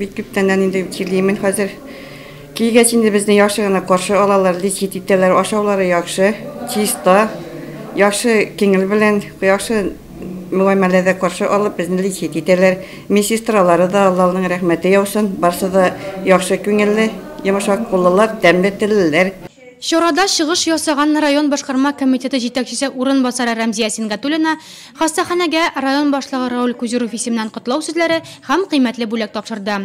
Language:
Tatar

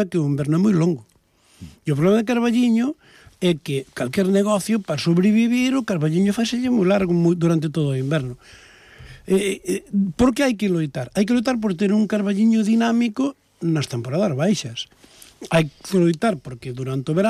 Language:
Galician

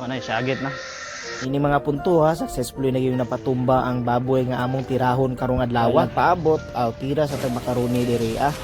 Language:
Cebuano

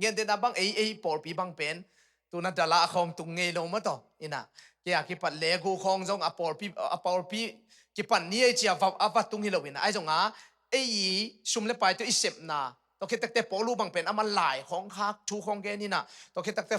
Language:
Tedim Chin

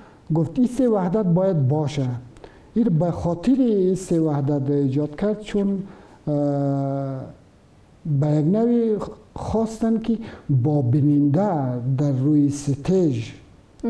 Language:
Persian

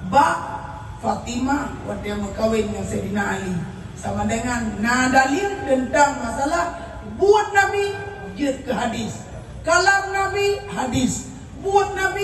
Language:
Achinese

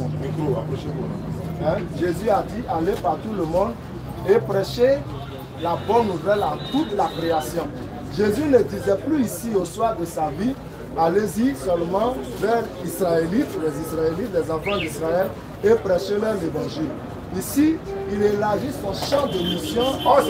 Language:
French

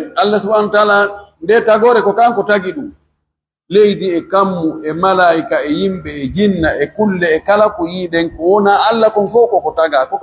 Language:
Pular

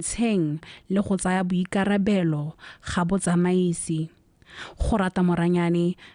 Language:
Tswana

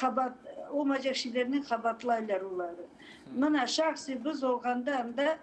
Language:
Crimean Tatar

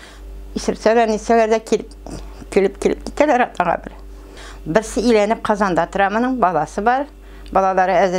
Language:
Tatar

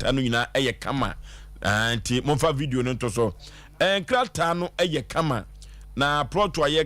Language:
Akan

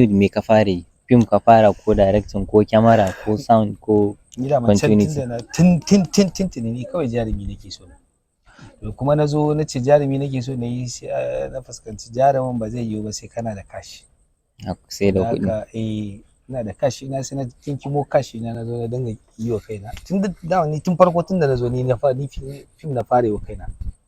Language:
Hausa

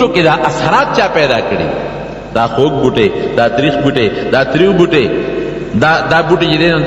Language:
Pashto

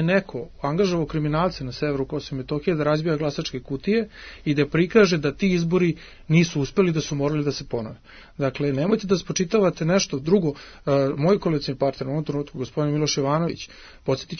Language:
Serbian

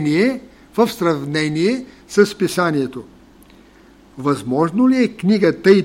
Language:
Bulgarian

